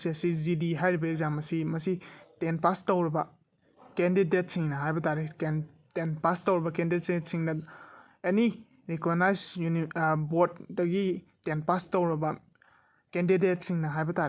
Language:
Manipuri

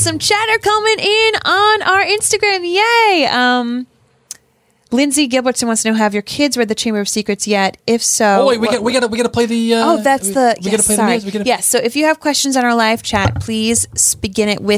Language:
English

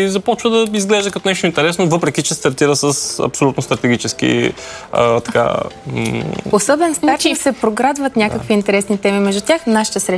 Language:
Bulgarian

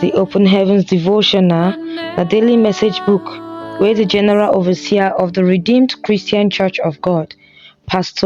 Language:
Nigerian Pidgin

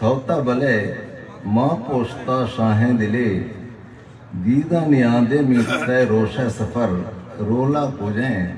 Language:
Eastern Balochi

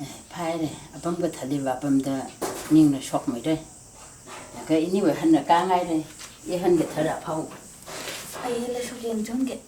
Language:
Tangkhul Naga (India)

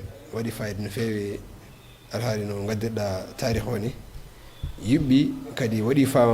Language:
Fula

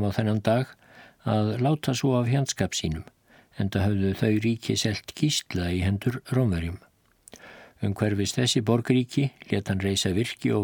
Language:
Icelandic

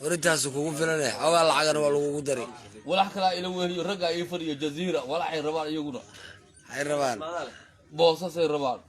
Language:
Somali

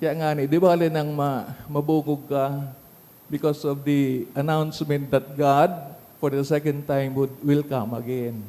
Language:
Bikol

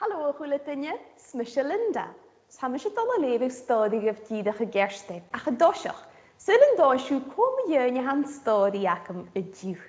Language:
Scottish Gaelic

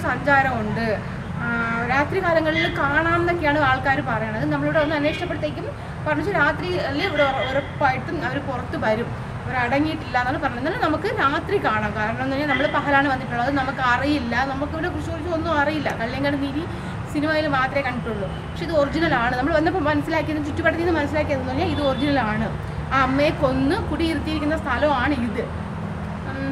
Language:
Malayalam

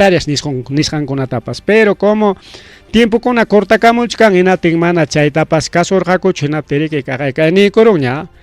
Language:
Ayacucho Quechua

